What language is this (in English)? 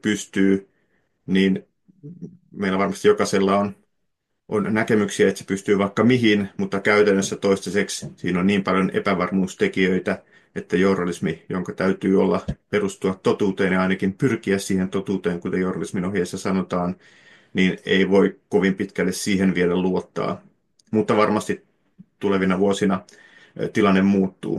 Finnish